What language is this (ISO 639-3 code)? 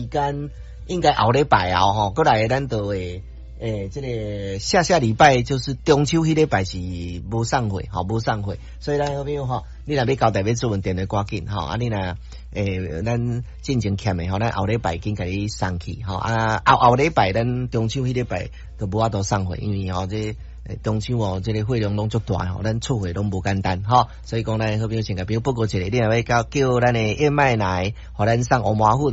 nan